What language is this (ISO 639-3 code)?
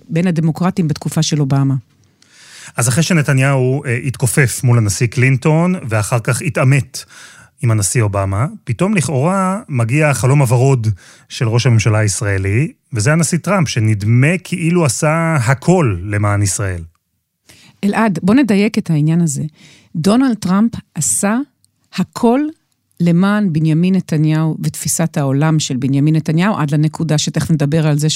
heb